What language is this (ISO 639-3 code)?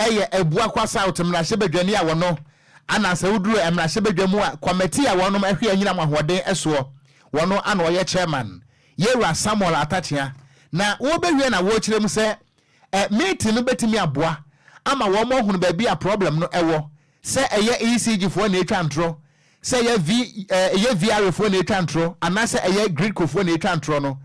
aka